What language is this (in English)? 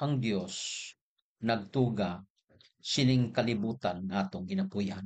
Hiligaynon